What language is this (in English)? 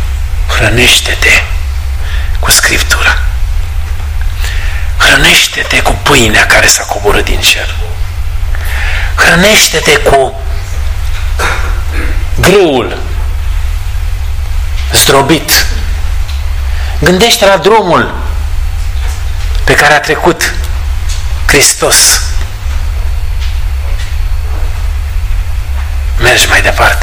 Romanian